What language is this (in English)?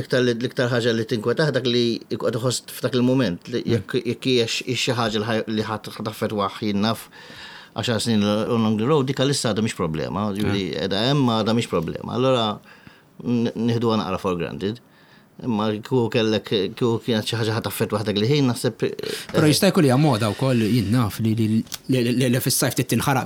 Maltese